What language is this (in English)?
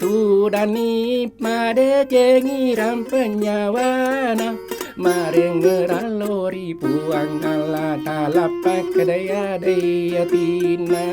Buginese